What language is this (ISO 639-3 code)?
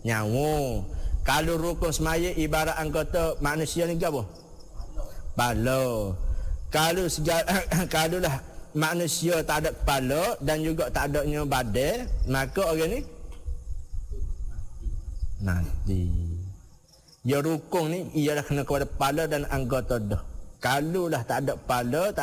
msa